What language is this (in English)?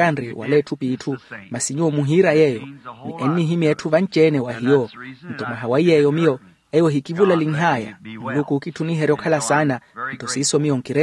Makhuwa